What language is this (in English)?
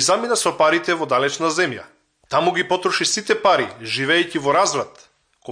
Macedonian